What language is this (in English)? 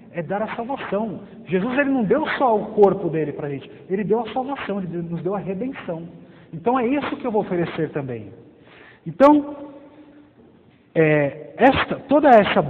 Portuguese